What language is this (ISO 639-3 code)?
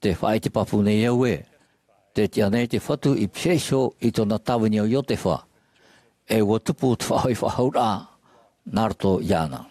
tah